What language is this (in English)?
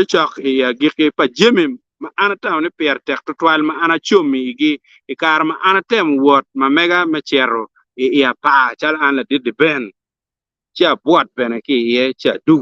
Acoli